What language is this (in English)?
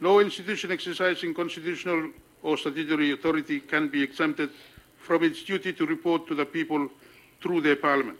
Bislama